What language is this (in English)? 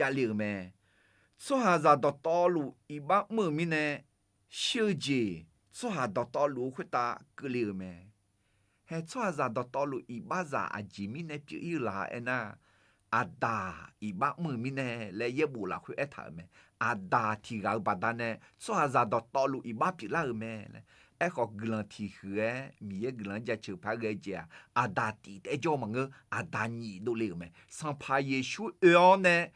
Akha